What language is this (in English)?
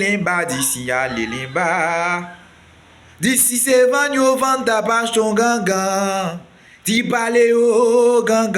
Haitian Creole